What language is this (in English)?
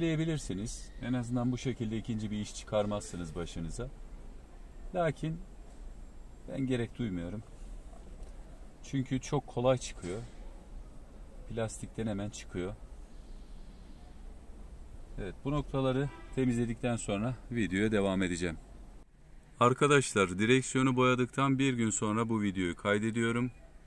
Turkish